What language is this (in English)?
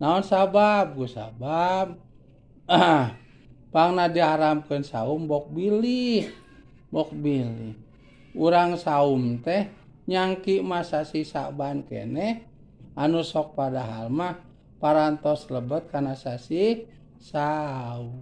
Sundanese